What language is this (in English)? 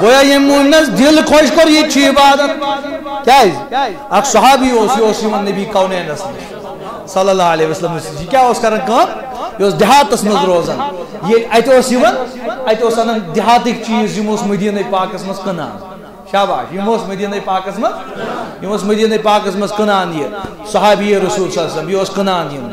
Kashmiri